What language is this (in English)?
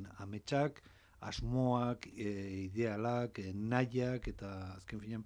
Basque